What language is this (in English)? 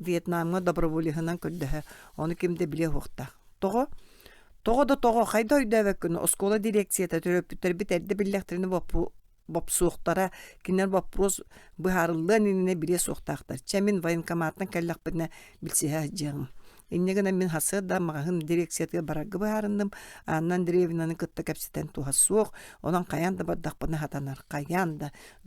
Yakut